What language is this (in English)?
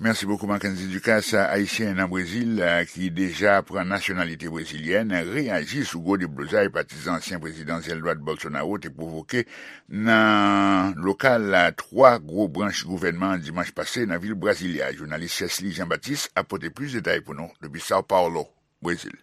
Haitian Creole